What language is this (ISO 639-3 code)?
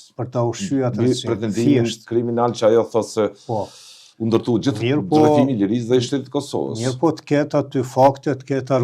sqi